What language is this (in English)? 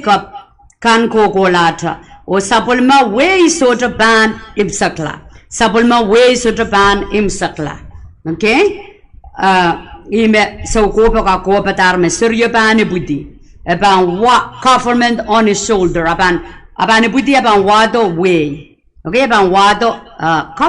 Pohnpeian